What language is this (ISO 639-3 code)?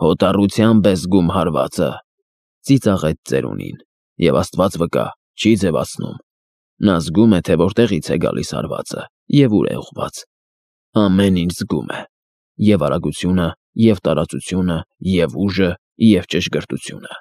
hye